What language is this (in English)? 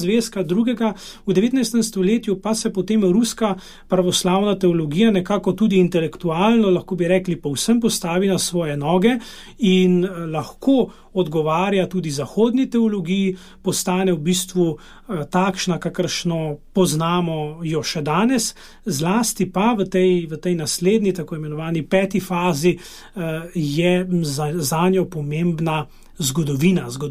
Slovenian